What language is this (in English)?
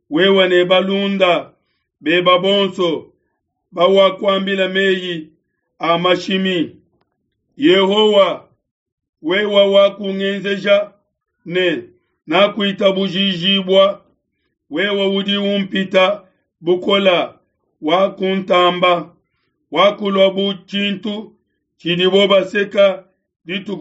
Luba-Lulua